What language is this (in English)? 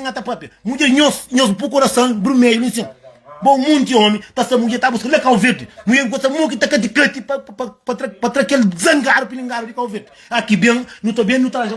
Kabuverdianu